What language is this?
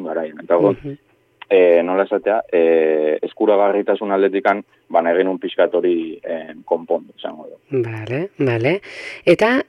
Basque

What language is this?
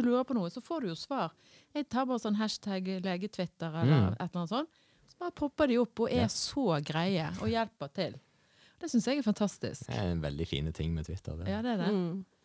Norwegian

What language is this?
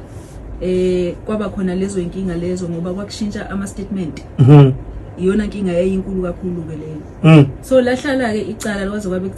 Zulu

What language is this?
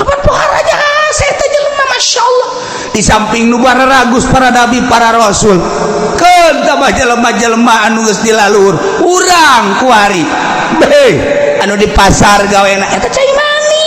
Sundanese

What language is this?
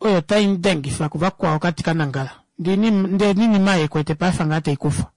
Kuanyama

